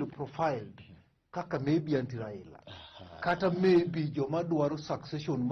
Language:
Luo (Kenya and Tanzania)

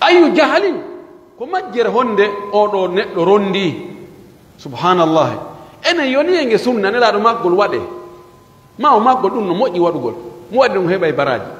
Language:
Pular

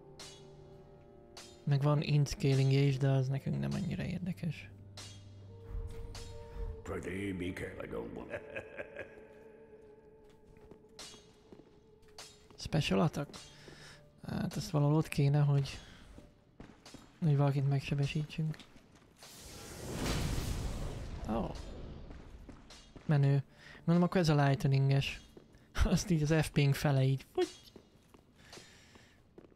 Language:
Hungarian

